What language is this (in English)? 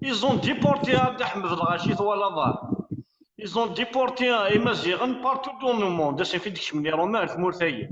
Kabyle